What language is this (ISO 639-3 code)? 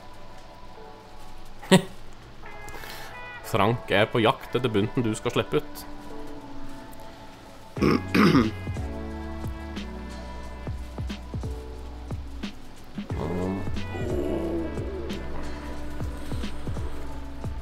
nor